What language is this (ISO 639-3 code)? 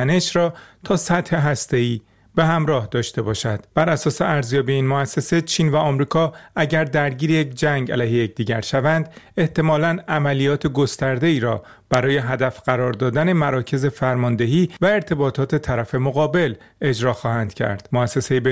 fas